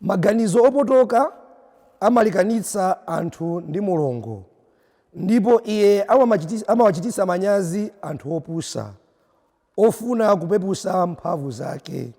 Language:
Nyanja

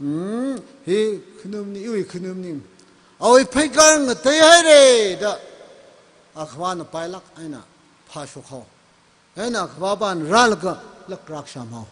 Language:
Tangkhul Naga (India)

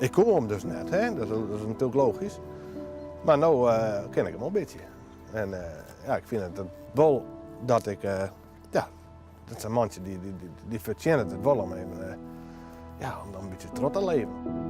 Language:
Western Frisian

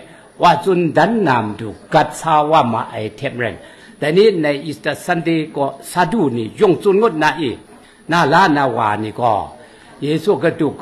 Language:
Kachin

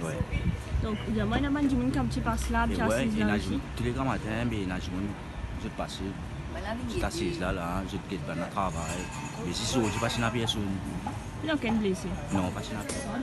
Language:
Morisyen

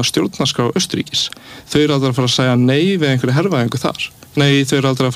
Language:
Icelandic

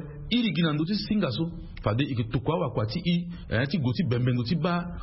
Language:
Sango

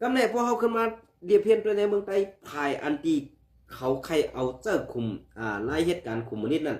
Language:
Shan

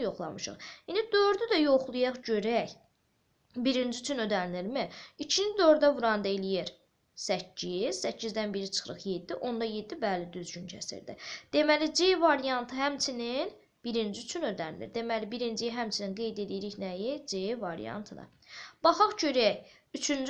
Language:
Azerbaijani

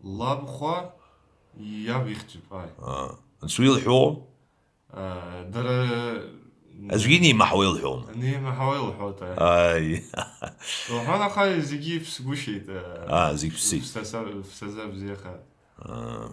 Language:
Abkhazian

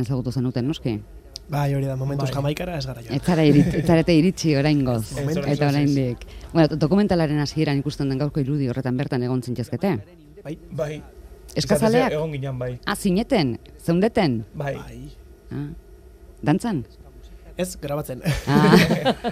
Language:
Basque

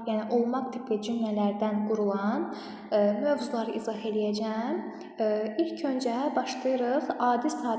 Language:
Azerbaijani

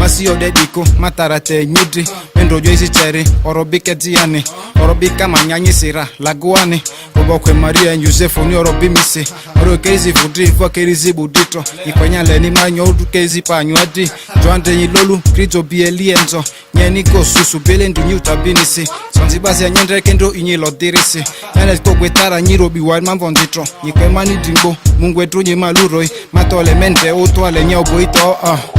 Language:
Ma'di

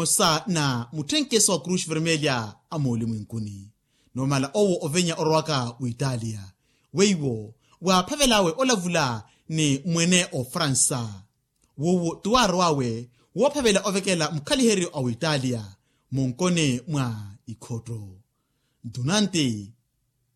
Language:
Makhuwa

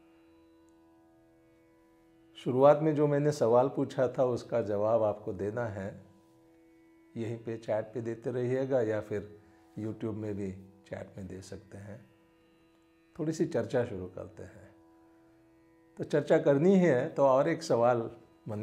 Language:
Hindi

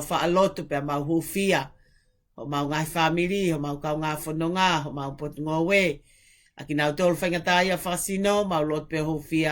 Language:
Tongan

